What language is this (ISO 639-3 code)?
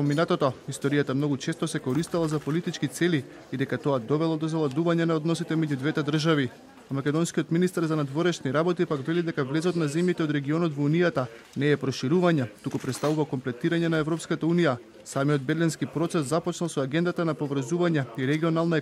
mkd